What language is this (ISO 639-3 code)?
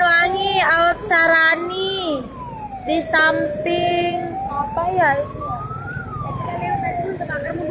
bjn